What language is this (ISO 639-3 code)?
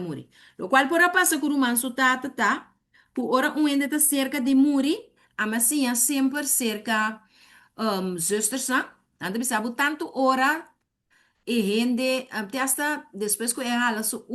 pap